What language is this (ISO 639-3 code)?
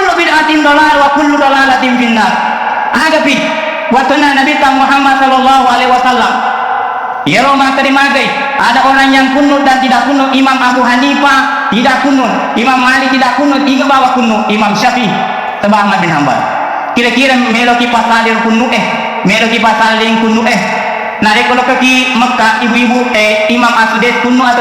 bug